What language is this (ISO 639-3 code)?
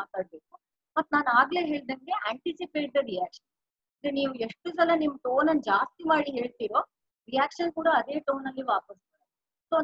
kan